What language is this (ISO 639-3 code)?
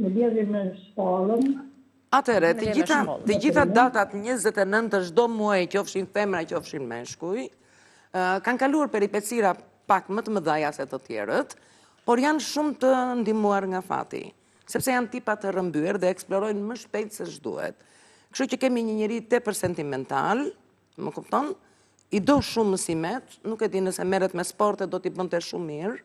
sqi